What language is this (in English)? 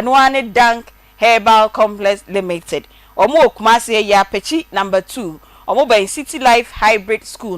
Akan